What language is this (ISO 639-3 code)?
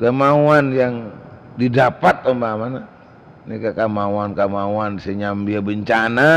mad